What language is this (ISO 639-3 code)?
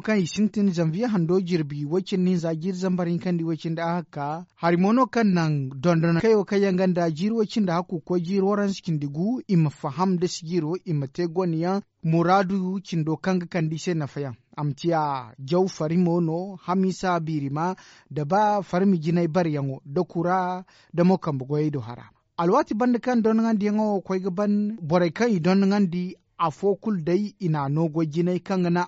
dje